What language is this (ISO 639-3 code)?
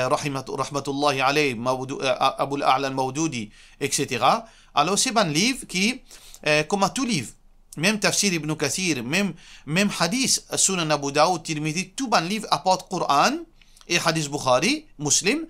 mfe